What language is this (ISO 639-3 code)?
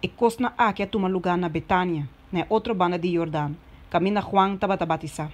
pap